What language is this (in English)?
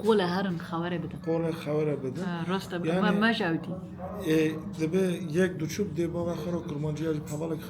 Kurdish